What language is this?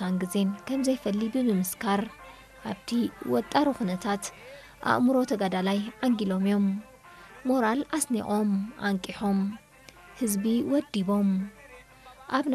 Tigrinya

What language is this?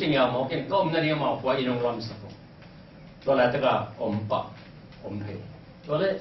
Tedim Chin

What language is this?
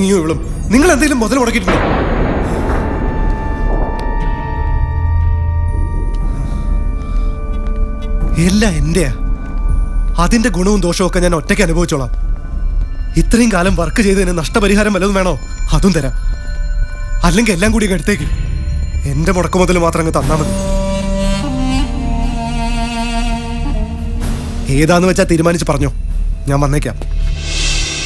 Malayalam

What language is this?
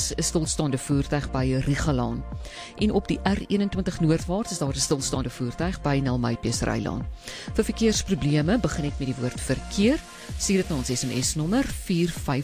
Afrikaans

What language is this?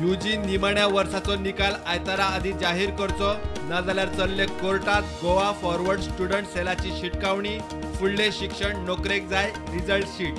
Konkani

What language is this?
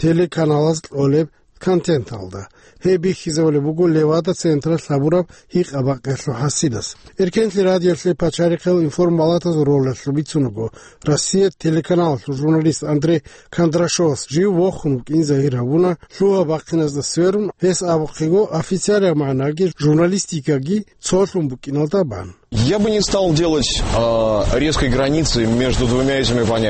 Avaric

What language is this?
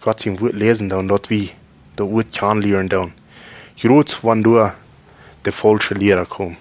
Plautdietsch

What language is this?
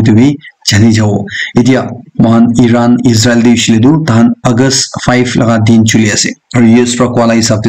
Naga Pidgin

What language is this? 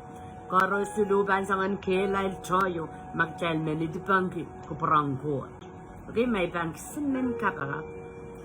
Pohnpeian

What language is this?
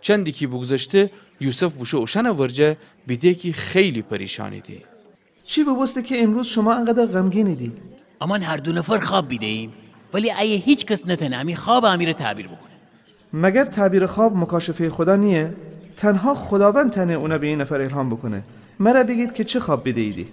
Gilaki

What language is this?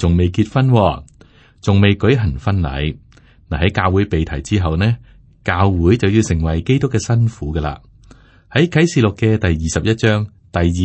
Cantonese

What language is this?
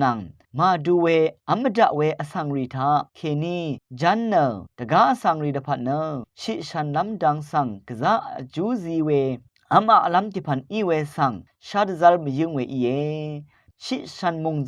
Rawang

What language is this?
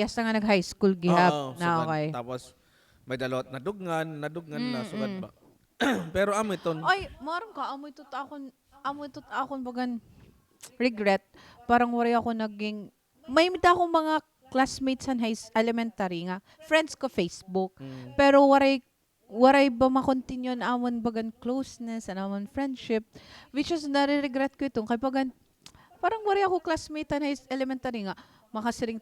Waray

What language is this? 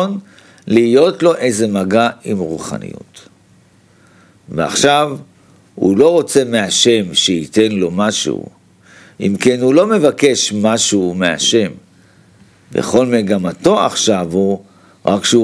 Hebrew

